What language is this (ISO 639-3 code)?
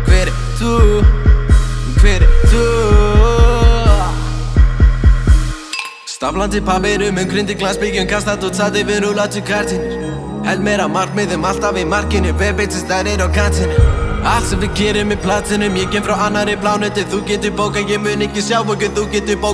isl